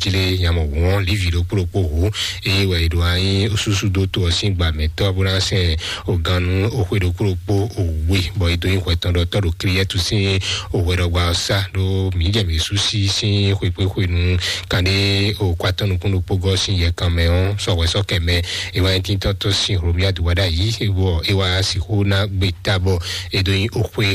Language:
Fon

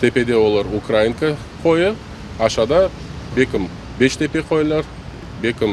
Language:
Crimean Tatar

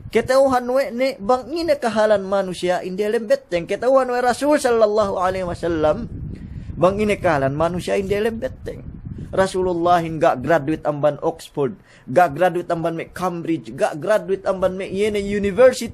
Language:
Yakan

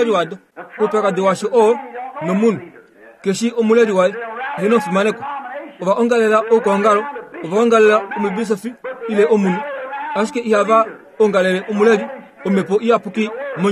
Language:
Kuanyama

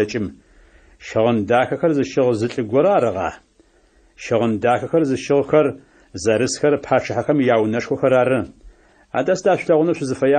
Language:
Adyghe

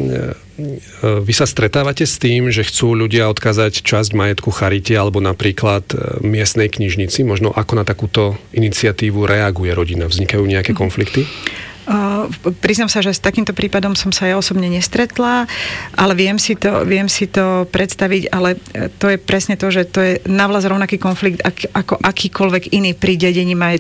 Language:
Slovak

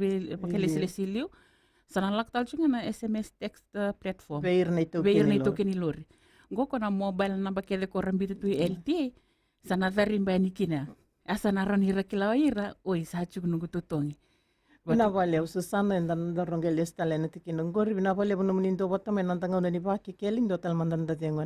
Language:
Fijian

